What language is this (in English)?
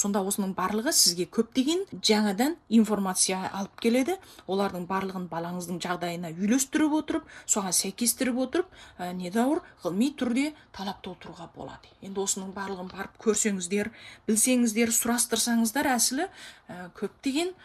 Kazakh